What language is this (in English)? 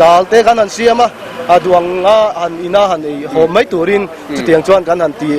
Mizo